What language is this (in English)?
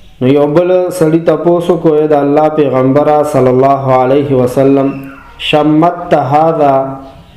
Pashto